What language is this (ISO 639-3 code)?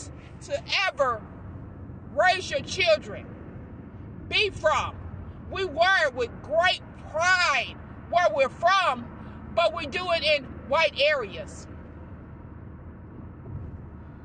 eng